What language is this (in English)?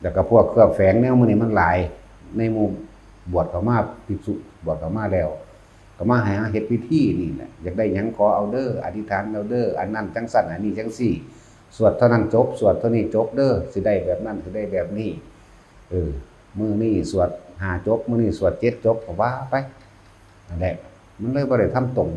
Lao